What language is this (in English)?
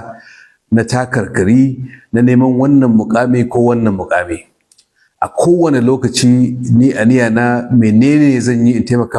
Hausa